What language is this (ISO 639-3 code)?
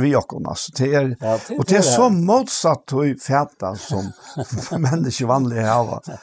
fao